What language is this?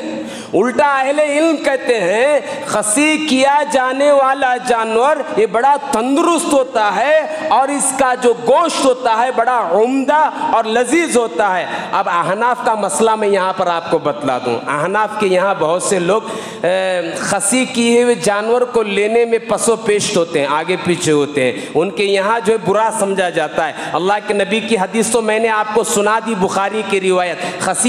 Urdu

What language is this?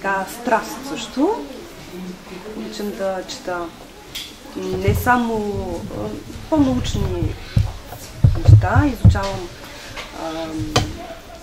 Bulgarian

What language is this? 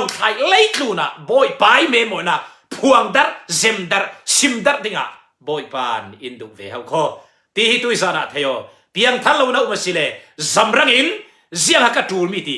Falam Chin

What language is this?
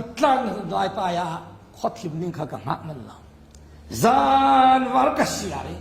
Falam Chin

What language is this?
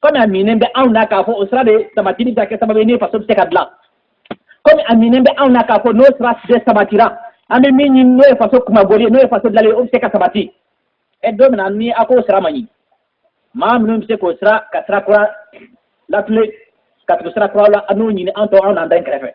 Bambara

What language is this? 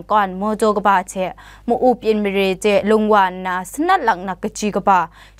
Kachin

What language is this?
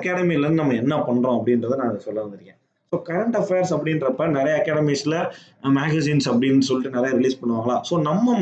Tamil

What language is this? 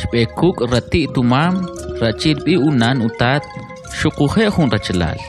Kʼicheʼ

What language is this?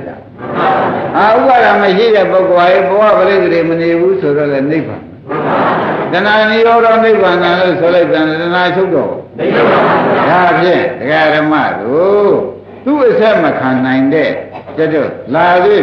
Burmese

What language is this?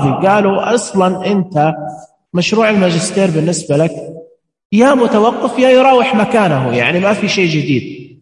Najdi Arabic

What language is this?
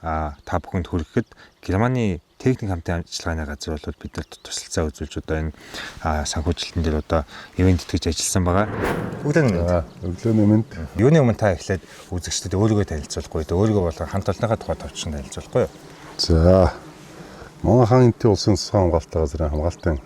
Mongolian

